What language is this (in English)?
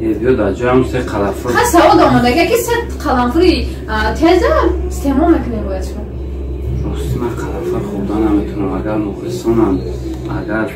Tajik